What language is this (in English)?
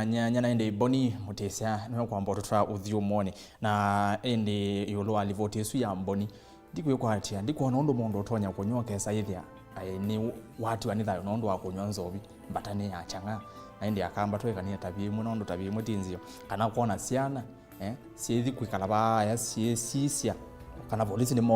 Kamba